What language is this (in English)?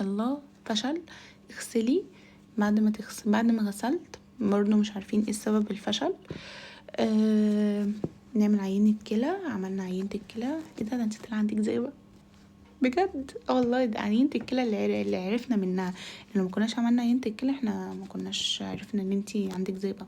Egyptian Arabic